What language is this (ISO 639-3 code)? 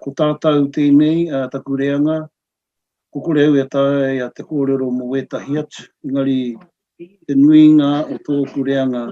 mri